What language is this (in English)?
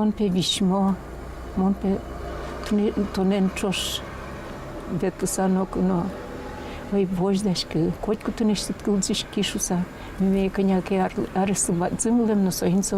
Udmurt